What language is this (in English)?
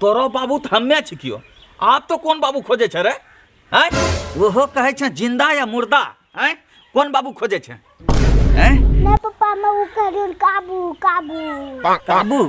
Angika